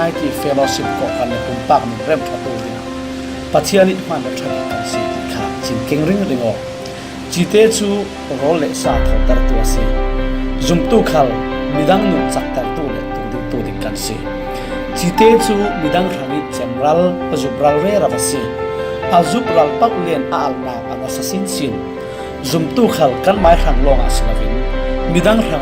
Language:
Falam Chin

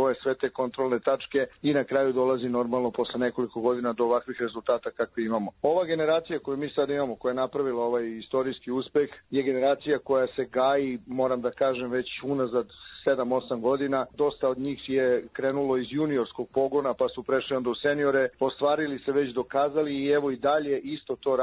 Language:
Serbian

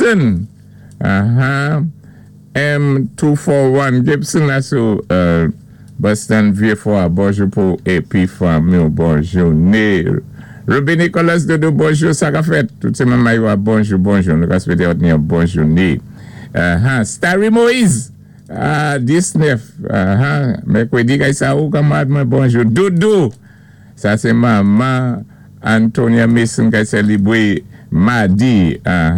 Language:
Saint Lucian Creole French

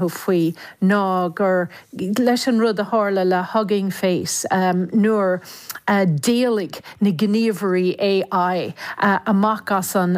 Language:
Irish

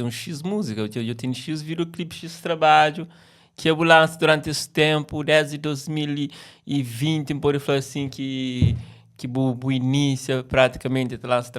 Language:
Kabuverdianu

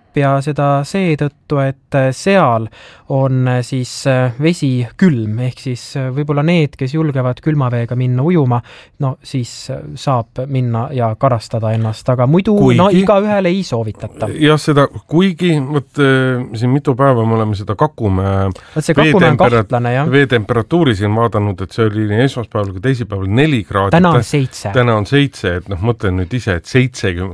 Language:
Estonian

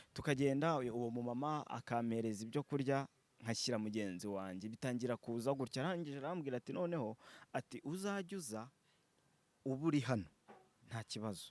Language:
Kinyarwanda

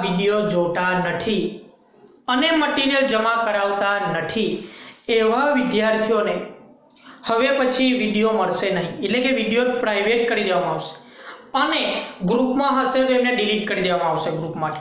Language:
Gujarati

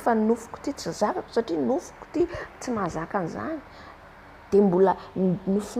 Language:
Malagasy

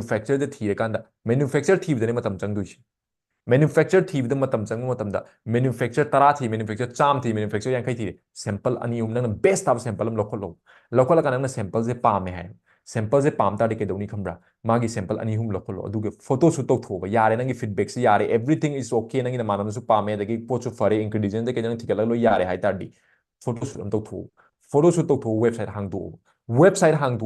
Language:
Manipuri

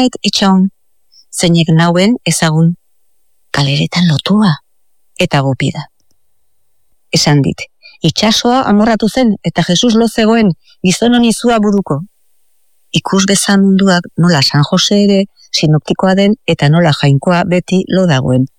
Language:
Basque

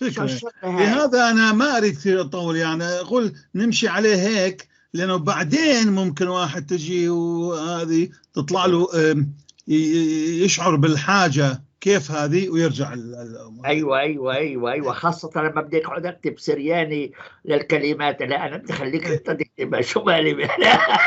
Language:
North Levantine Arabic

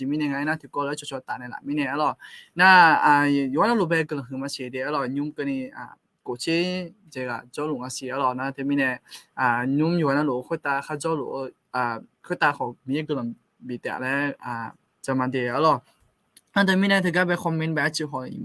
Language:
Akha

